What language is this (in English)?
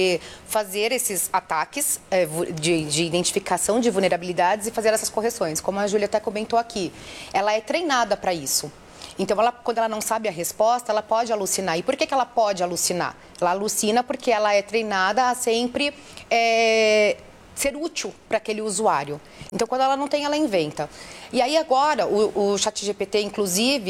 Portuguese